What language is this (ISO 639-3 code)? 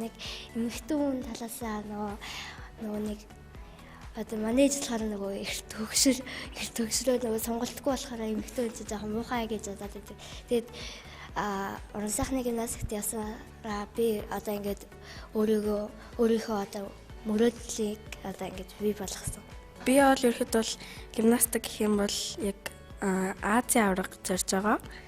mon